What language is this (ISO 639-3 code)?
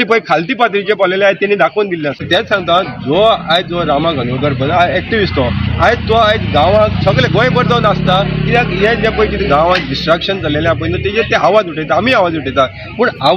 kok